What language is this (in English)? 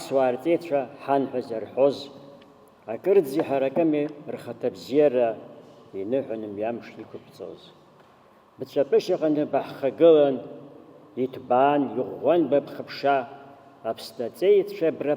Abkhazian